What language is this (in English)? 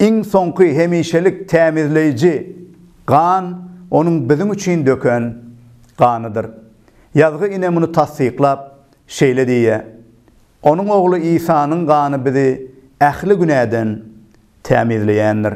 Turkmen